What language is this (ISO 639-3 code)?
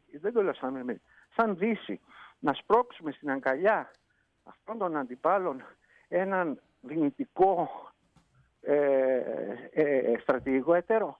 ell